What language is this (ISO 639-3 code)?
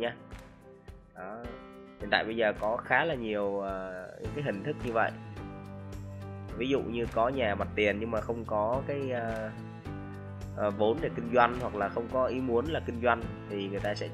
vie